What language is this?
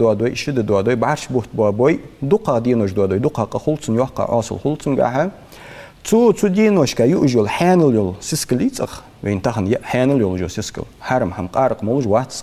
Ingush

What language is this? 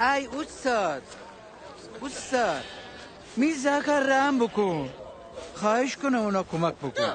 Gilaki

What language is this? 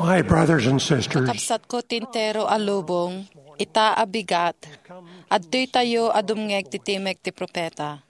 Iloko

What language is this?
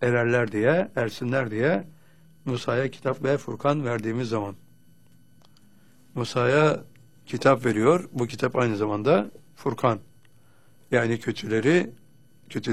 Turkish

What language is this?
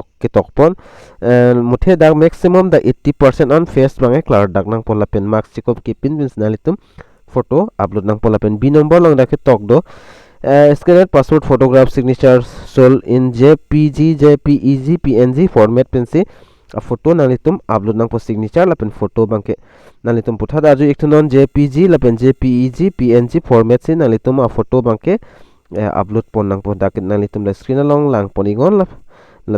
Karbi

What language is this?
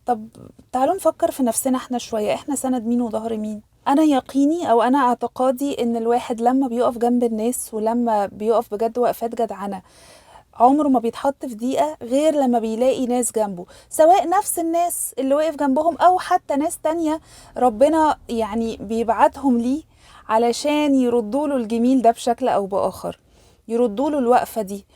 Egyptian Arabic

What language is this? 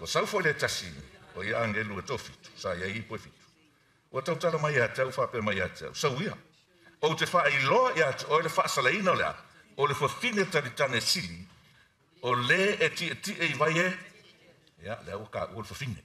Samoan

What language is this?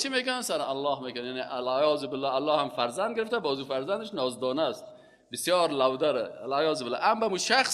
Persian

